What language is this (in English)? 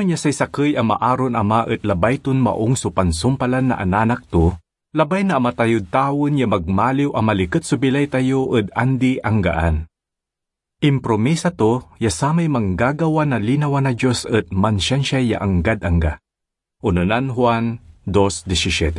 Pangasinan